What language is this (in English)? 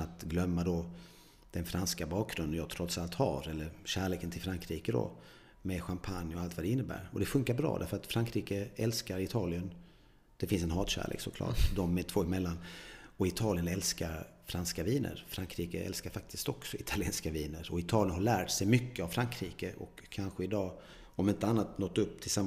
Swedish